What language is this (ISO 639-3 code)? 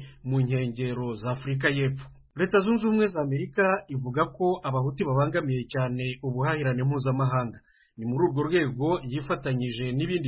kin